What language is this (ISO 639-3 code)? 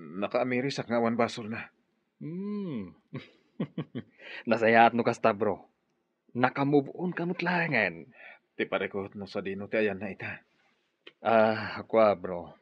ilo